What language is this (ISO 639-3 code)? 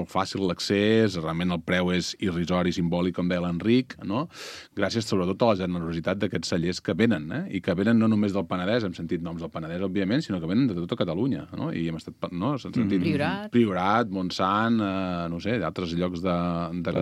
cat